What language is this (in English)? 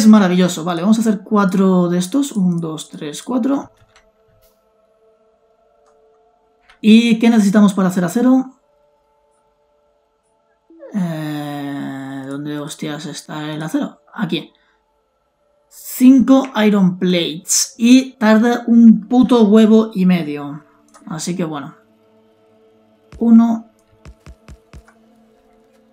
Spanish